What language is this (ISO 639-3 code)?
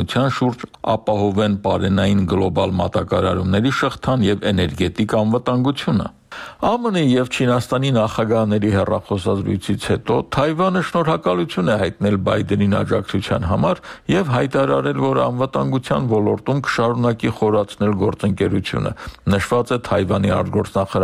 hye